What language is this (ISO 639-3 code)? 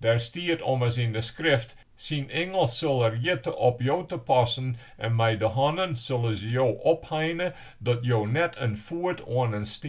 fry